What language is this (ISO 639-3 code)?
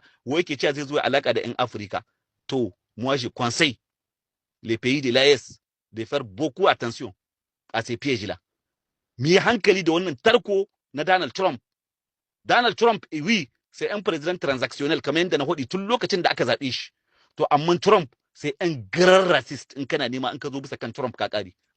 hau